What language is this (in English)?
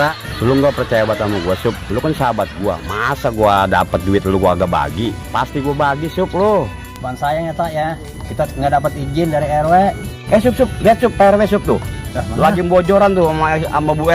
Betawi